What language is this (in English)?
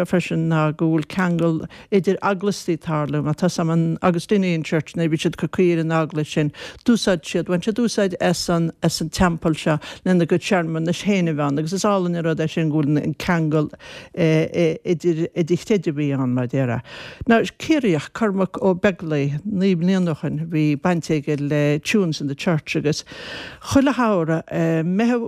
Irish